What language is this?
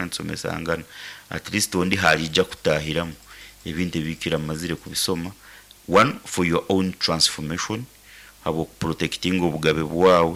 Nyankole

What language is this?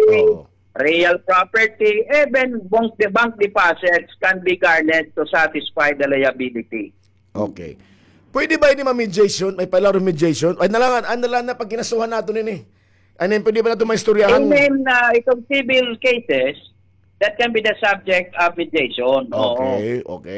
Waray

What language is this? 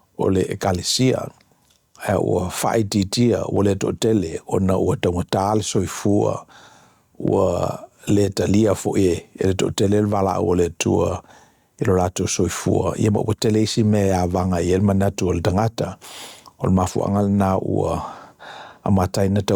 Samoan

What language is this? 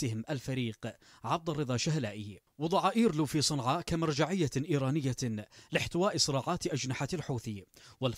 Arabic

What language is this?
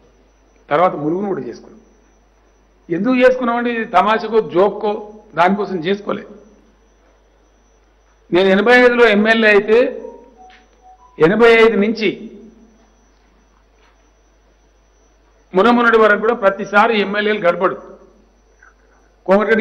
Telugu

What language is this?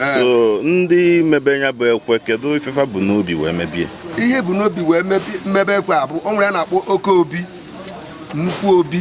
Igbo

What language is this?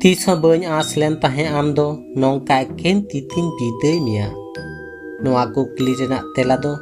Santali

